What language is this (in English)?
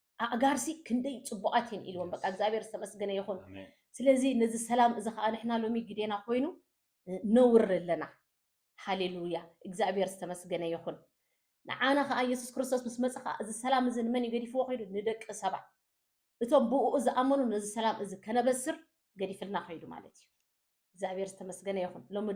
Tigrinya